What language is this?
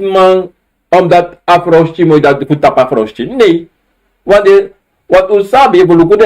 Sranan Tongo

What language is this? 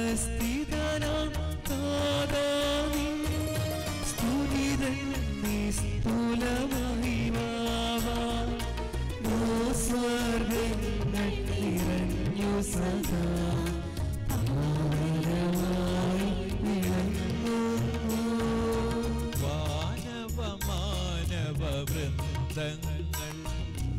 Malayalam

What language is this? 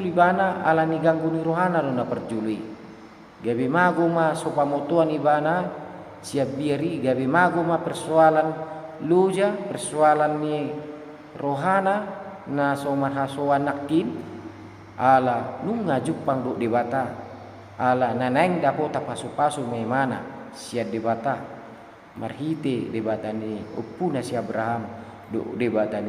Batak Toba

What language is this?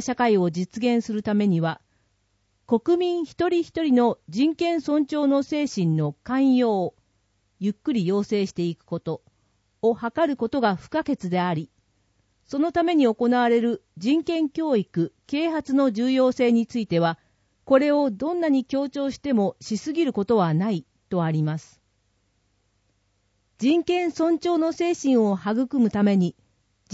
Japanese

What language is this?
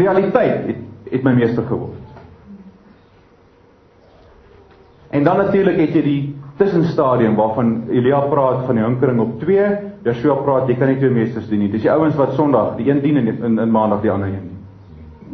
Afrikaans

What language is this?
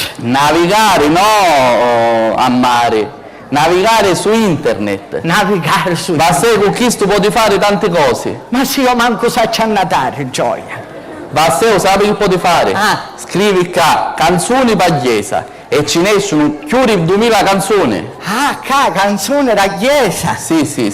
Sicilian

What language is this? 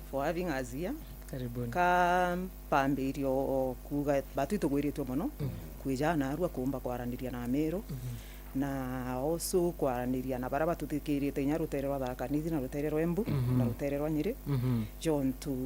Meru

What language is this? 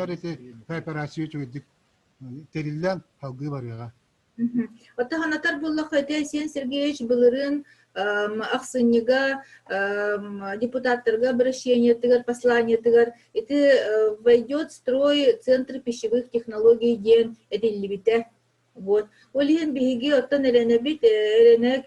Yakut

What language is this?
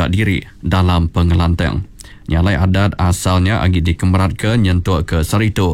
Iban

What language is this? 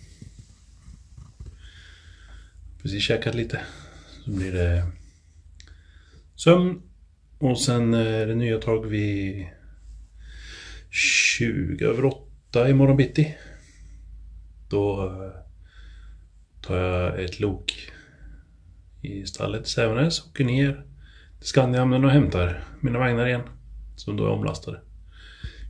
Swedish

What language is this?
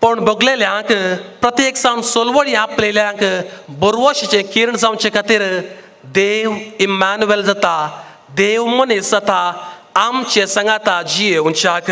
Konkani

